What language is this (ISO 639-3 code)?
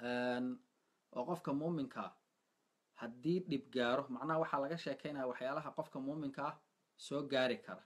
som